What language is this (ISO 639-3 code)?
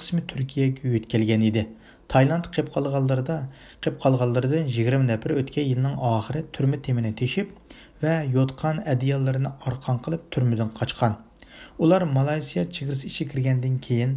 uig